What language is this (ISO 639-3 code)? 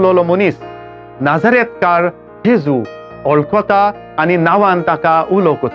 kok